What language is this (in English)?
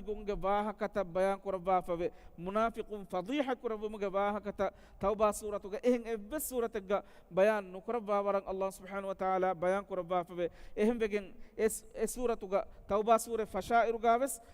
Divehi